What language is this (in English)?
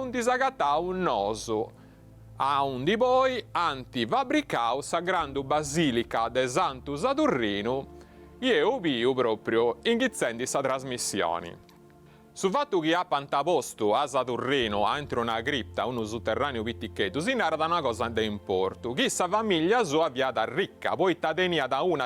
Sardinian